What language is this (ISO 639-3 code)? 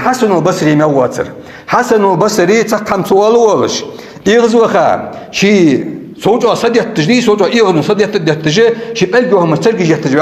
inh